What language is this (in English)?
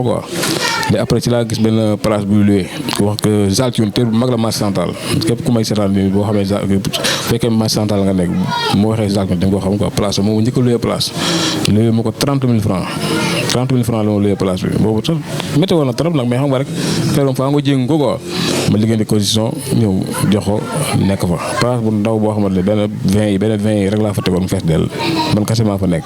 Wolof